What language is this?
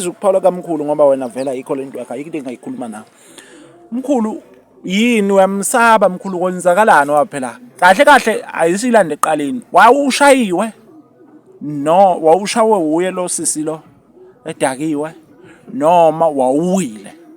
Zulu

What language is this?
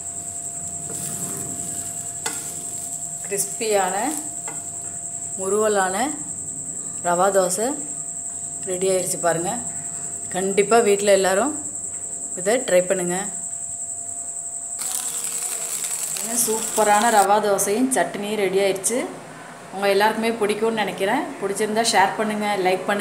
Tamil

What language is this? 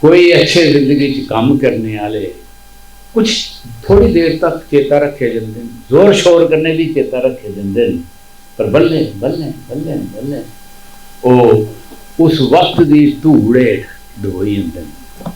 Dogri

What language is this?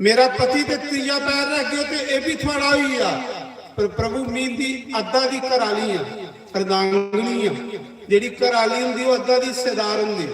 Dogri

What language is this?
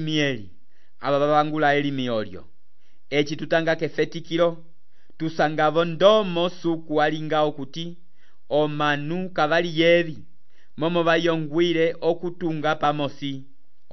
Umbundu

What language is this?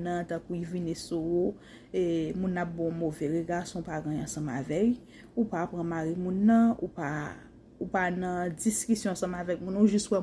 Haitian Creole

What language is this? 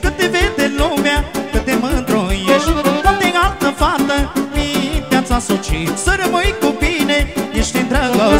Romanian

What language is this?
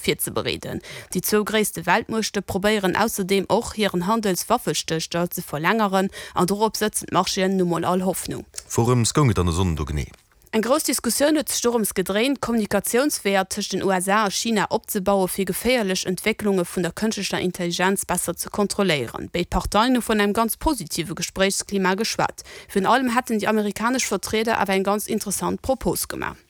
Luxembourgish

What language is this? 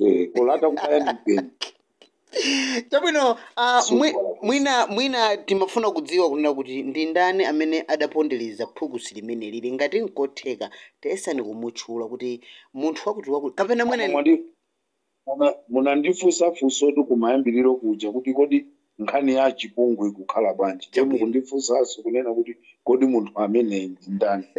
Nyanja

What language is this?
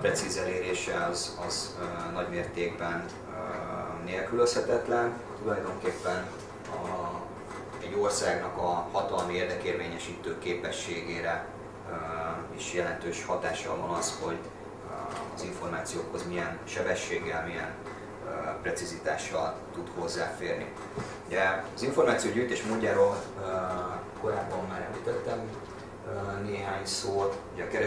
Hungarian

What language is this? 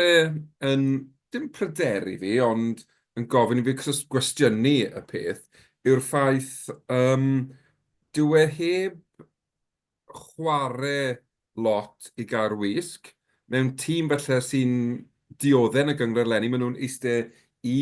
Welsh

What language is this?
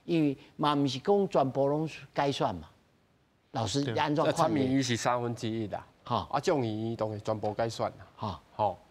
Min Nan Chinese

